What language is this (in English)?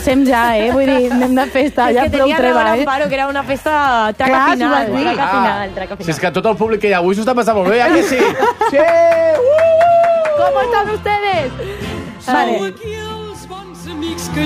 Catalan